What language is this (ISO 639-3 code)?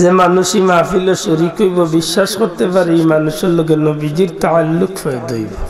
syl